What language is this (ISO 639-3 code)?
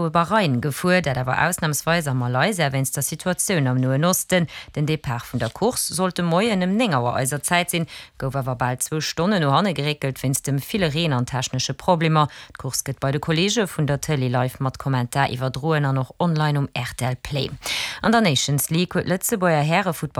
ltz